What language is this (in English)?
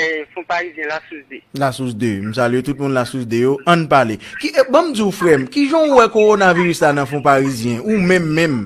Haitian Creole